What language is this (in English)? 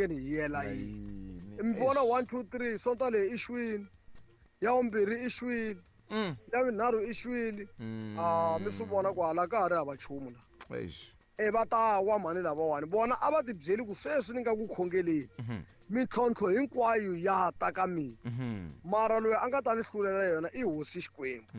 Tsonga